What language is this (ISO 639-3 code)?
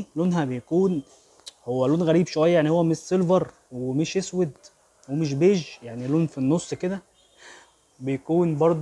arz